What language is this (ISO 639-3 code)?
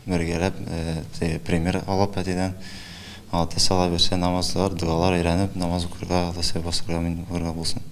tat